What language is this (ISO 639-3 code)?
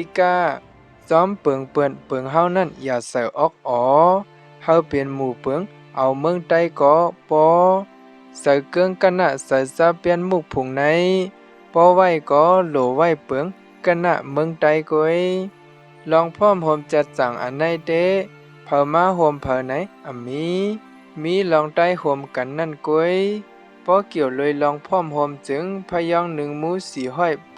shn